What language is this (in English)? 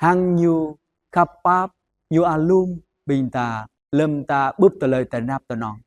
Jarai